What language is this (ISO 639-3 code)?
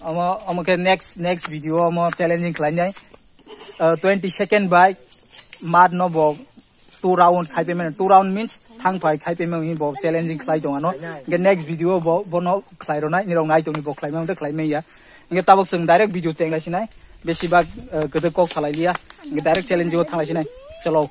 trp